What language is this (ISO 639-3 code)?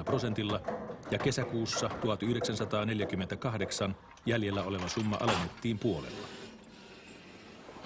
fin